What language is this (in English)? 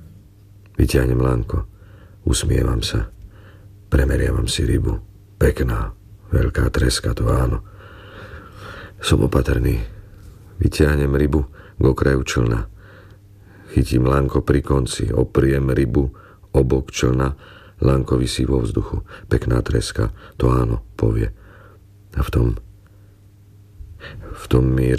Slovak